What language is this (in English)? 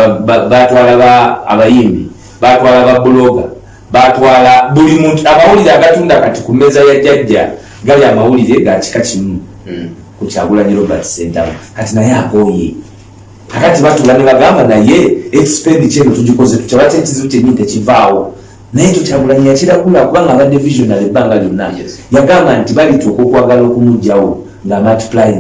Ganda